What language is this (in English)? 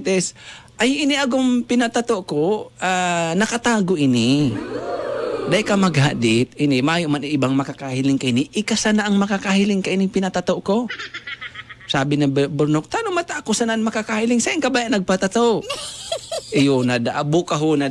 Bikol